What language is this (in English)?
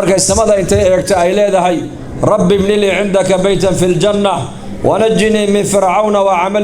Somali